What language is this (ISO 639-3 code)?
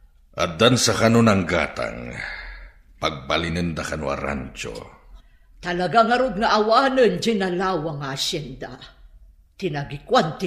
ilo